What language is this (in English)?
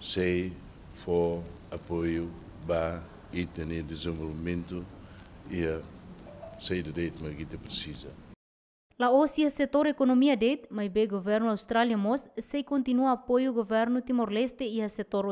Tetum